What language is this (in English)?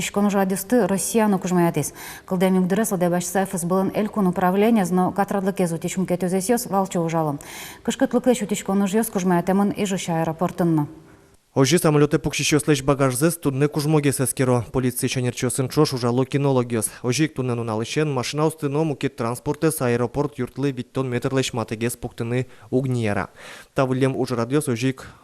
Udmurt